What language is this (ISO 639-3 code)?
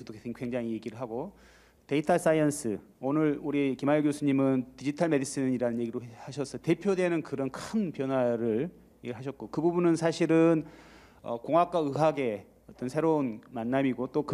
kor